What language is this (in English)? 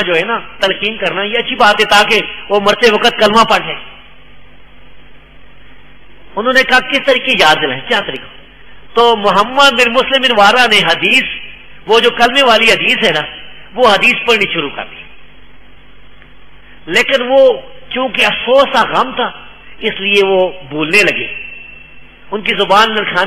Urdu